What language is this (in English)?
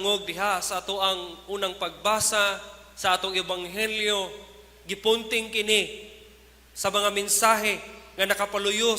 Cebuano